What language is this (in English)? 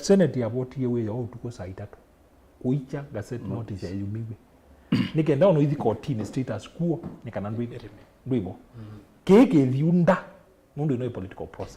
Kamba